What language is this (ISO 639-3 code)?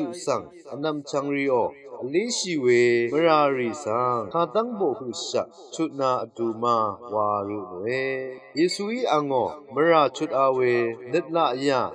raw